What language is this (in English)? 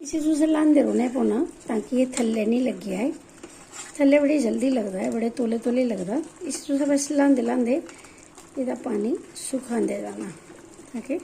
Dogri